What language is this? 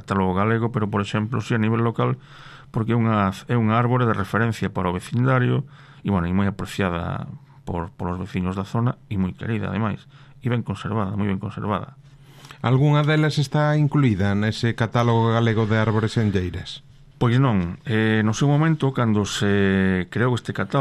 Galician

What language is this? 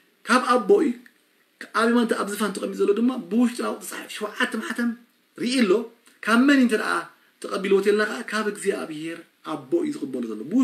Tigrinya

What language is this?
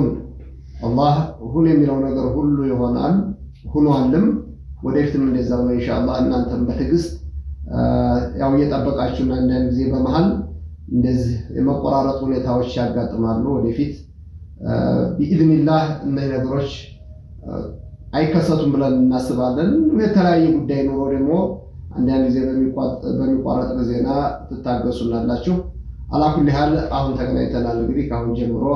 Amharic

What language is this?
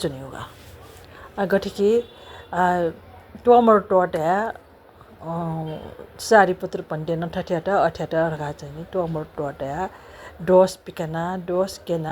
Newari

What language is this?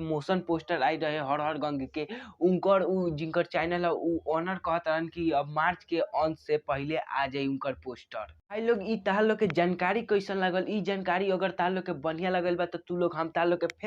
Bhojpuri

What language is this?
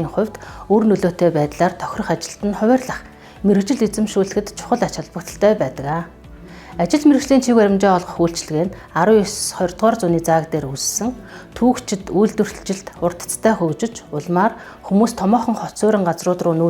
Mongolian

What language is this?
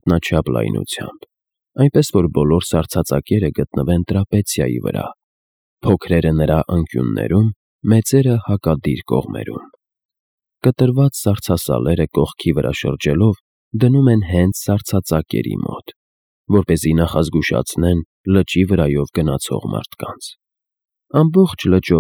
Armenian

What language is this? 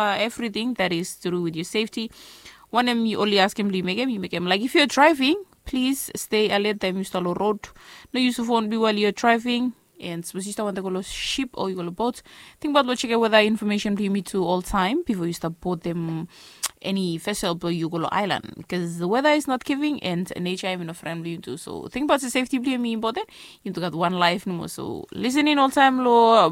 Bislama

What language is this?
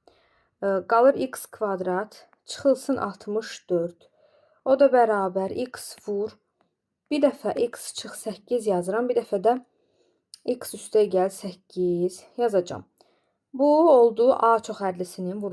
Azerbaijani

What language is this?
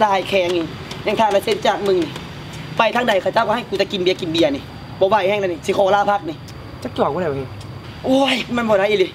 Northeastern Thai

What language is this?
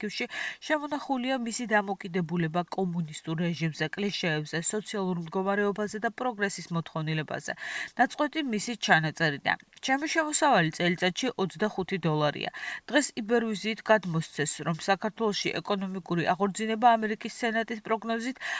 Georgian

